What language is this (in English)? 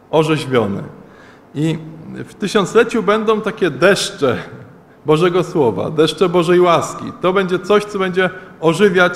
Polish